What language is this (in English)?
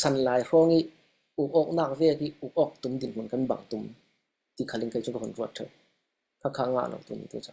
Falam Chin